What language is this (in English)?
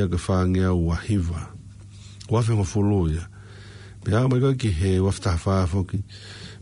Tongan